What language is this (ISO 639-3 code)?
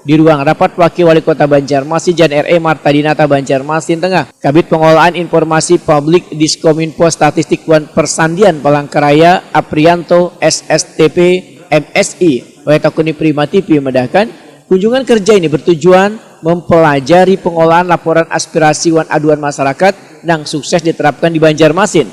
bjn